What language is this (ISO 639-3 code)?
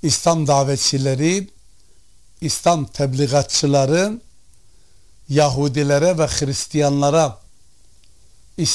tur